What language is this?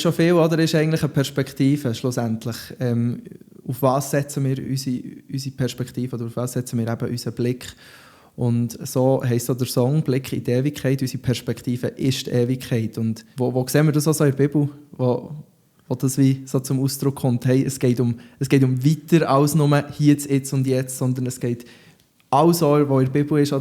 Swiss German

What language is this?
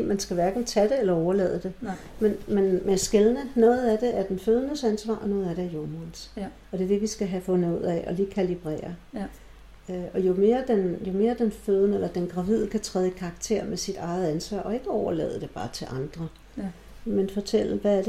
Danish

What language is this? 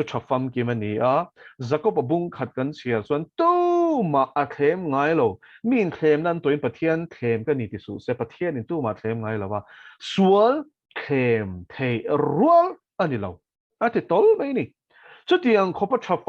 Mizo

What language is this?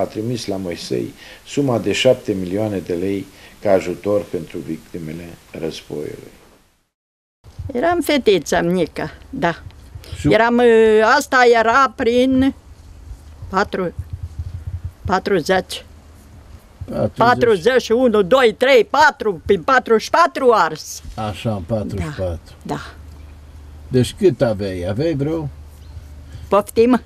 Romanian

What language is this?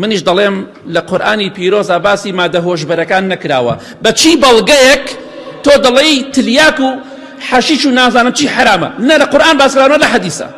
Central Kurdish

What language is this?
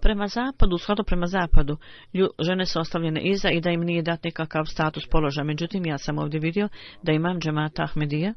Bosnian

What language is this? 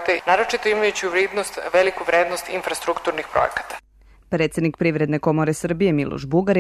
Serbian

